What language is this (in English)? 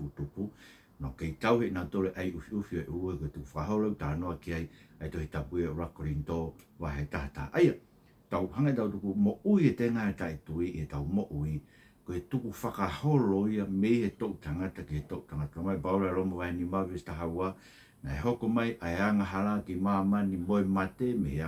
Tongan